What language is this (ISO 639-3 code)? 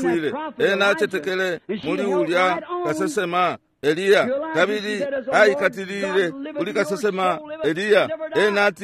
bem